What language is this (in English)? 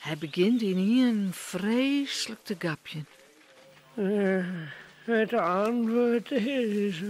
Western Frisian